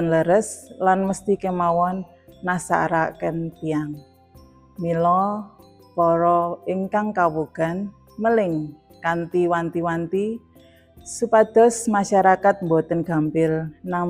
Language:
Javanese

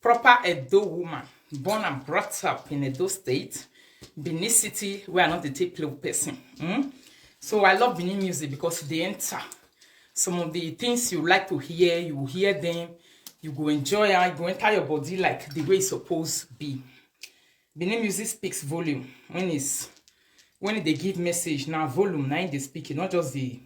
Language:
Nigerian Pidgin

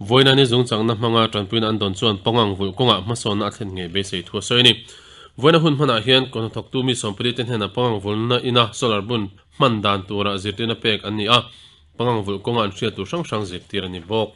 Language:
Mizo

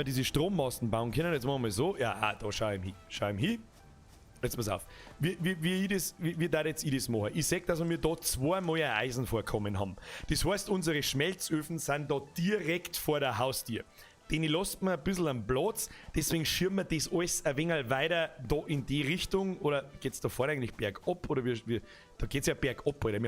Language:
Bavarian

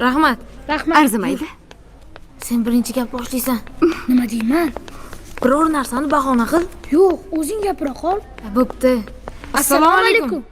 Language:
Uzbek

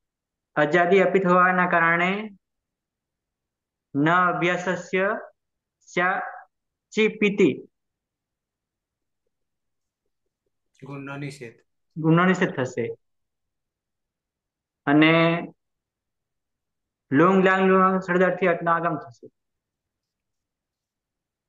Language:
Gujarati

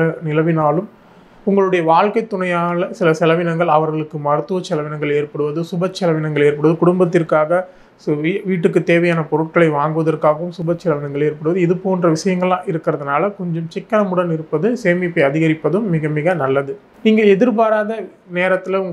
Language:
Tamil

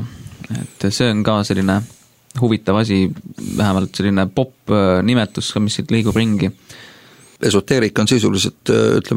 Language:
Estonian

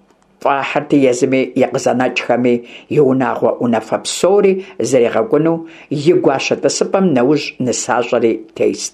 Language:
Kabardian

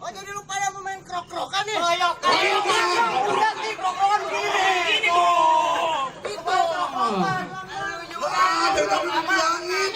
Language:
Betawi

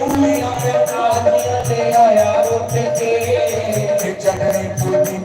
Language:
Dogri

